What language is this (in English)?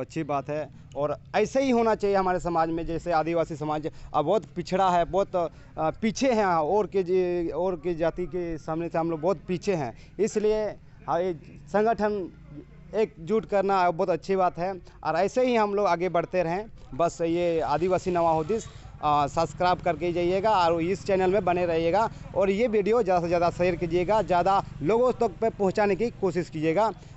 Santali